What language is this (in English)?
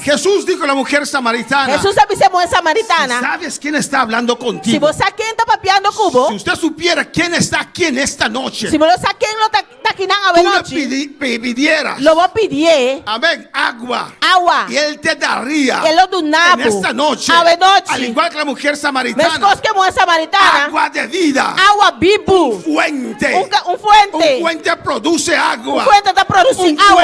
Papiamento